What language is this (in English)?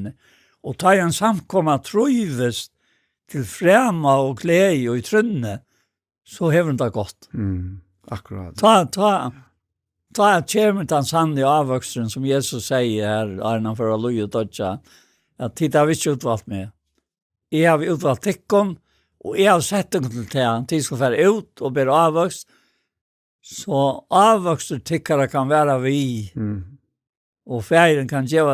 Faroese